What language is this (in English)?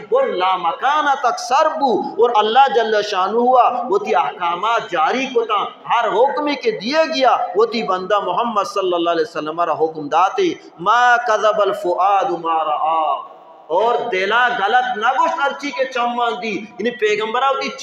Baluchi